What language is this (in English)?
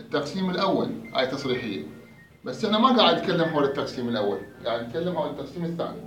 Mesopotamian Arabic